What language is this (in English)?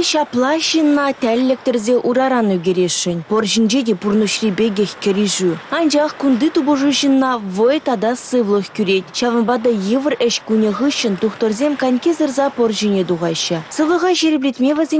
Chuvash